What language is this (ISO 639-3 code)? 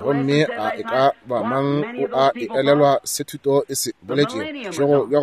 nso